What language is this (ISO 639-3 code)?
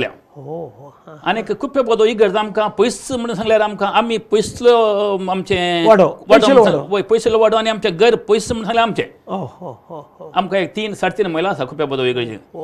kok